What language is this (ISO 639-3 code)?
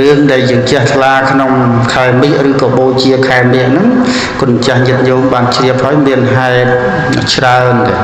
khm